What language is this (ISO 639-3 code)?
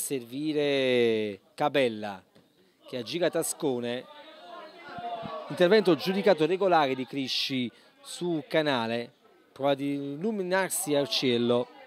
ita